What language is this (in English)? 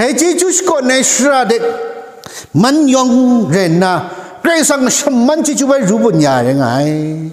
Kachin